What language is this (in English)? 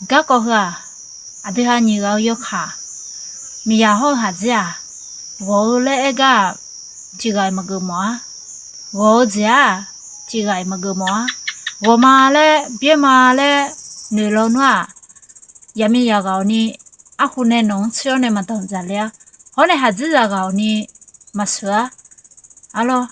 Akha